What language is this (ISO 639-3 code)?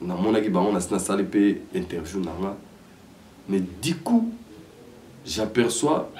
lin